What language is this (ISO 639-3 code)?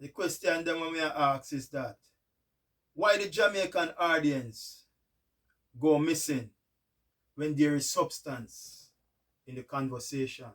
jam